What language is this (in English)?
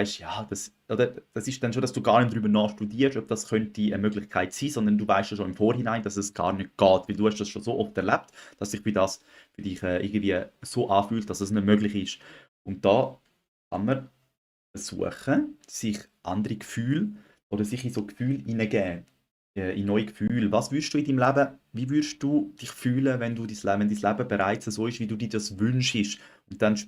Swiss German